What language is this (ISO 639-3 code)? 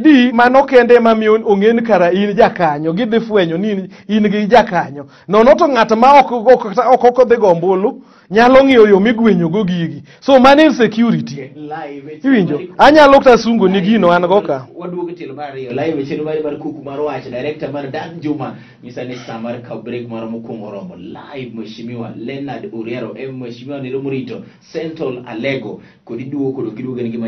luo